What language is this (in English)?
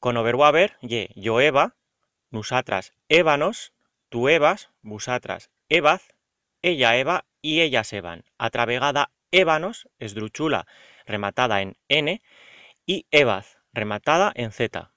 Aragonese